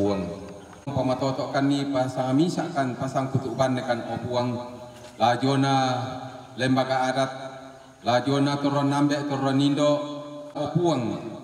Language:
Toraja-Sa'dan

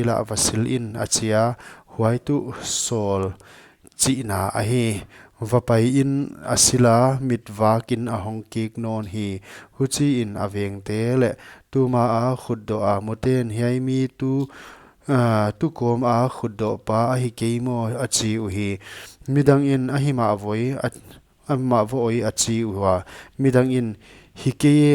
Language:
Paite Chin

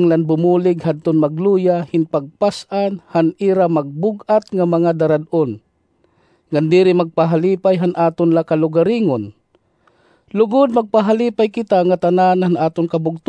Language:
Waray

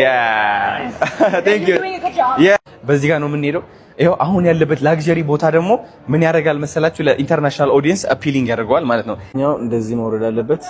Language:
Amharic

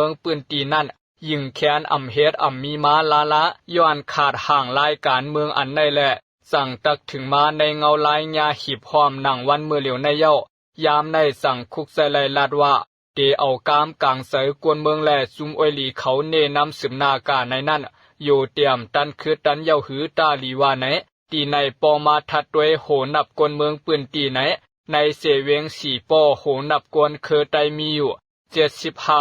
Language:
Shan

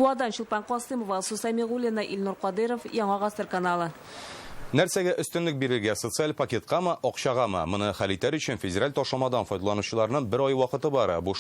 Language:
Tatar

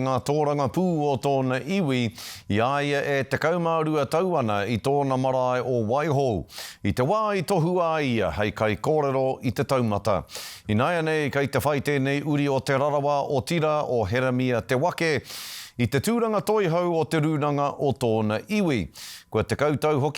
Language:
Māori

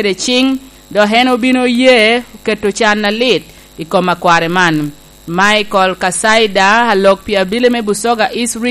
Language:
Lango (Uganda)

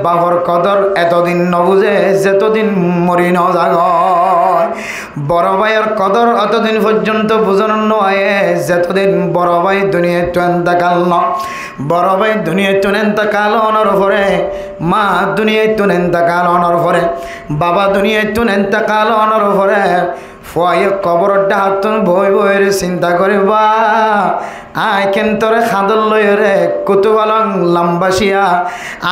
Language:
Rohingya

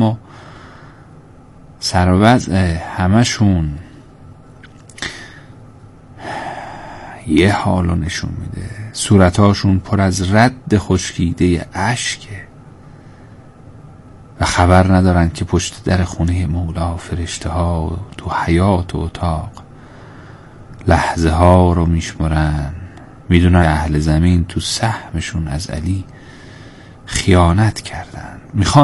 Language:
Persian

